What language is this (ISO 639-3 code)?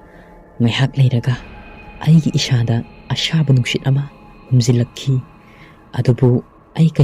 mni